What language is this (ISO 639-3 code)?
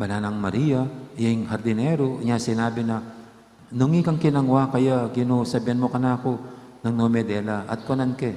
pam